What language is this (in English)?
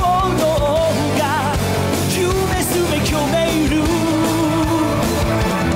Japanese